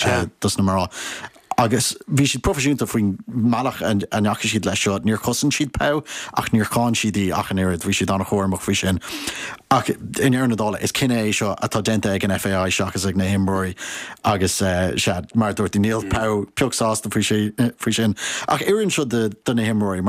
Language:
Irish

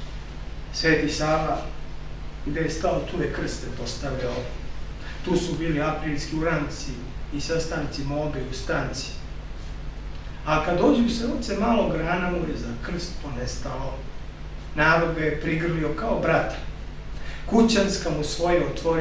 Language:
Serbian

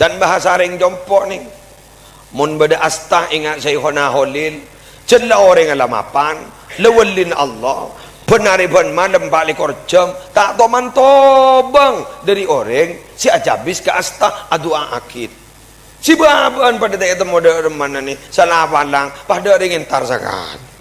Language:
Madurese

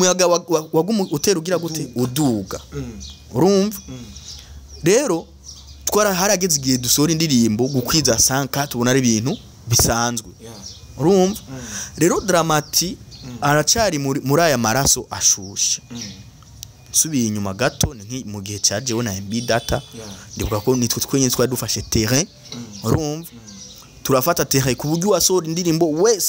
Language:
Rundi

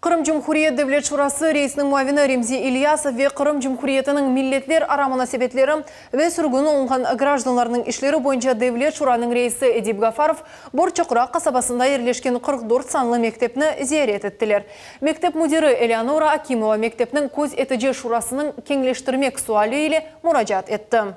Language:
Crimean Tatar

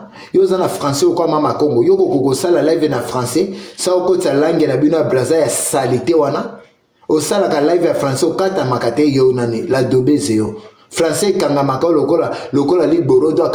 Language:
Lingala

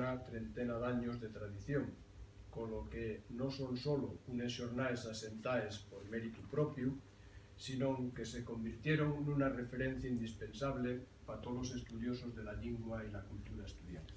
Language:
Asturian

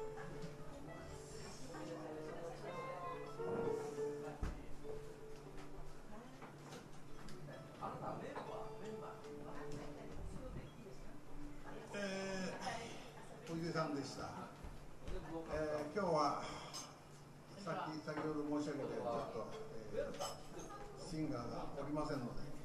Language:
Japanese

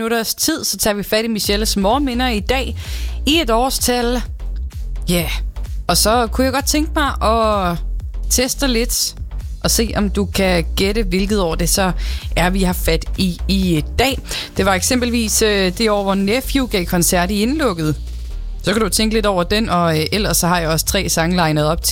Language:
Danish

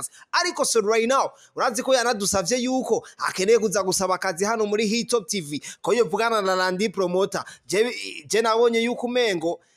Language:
Rundi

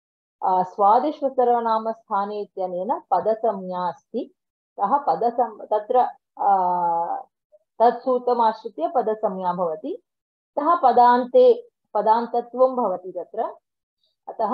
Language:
Sanskrit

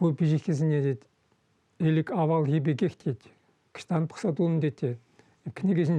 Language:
Chuvash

